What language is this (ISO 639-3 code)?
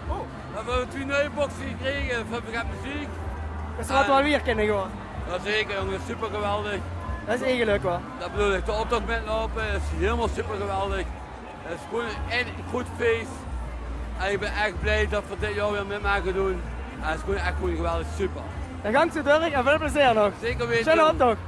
lim